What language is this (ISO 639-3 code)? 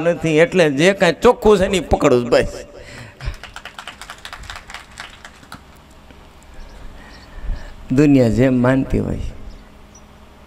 guj